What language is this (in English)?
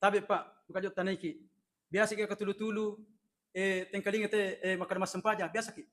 Buginese